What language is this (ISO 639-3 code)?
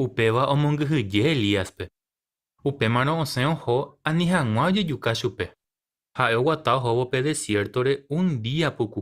grn